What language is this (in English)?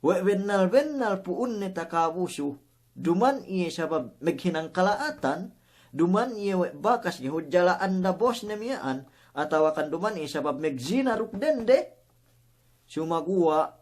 Yakan